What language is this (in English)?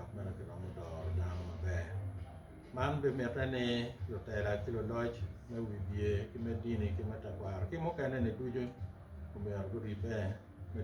Acoli